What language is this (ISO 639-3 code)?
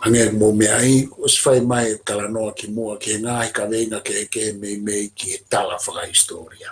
ton